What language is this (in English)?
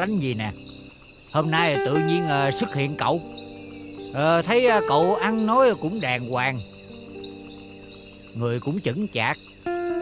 Vietnamese